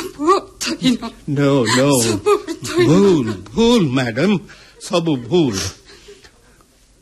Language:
Odia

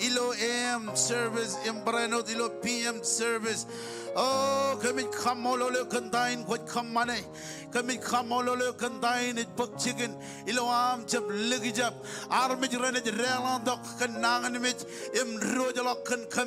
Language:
Marshallese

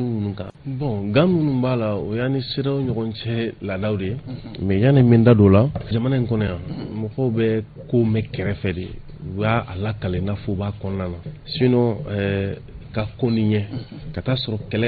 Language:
Bambara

